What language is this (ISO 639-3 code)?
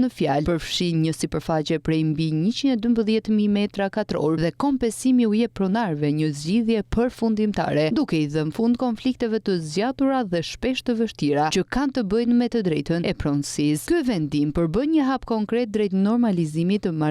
sqi